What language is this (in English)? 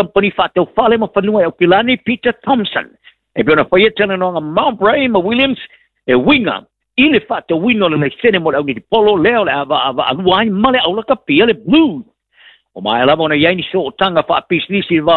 Samoan